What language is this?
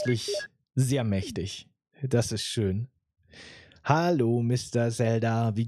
German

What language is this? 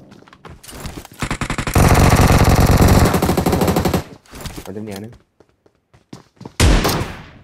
Vietnamese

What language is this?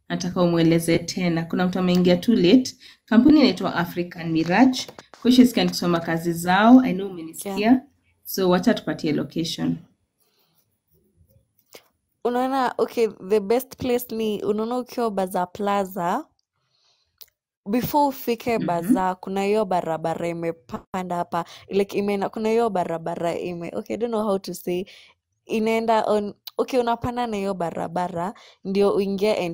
Swahili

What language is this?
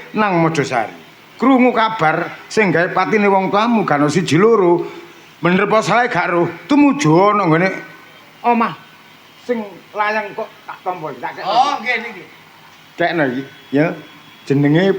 Javanese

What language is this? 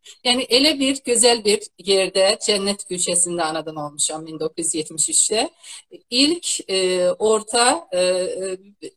South Azerbaijani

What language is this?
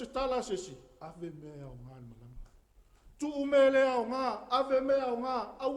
Samoan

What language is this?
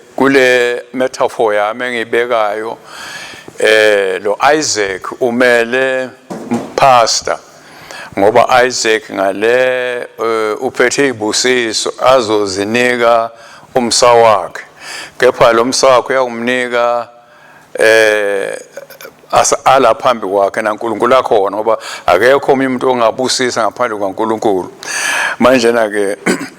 Swati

